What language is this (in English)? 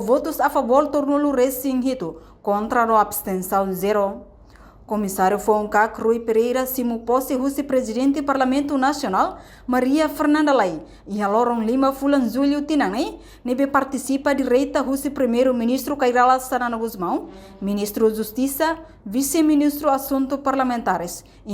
Tetum